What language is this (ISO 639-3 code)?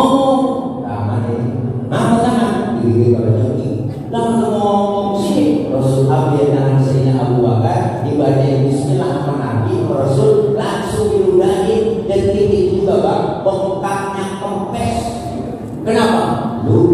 bew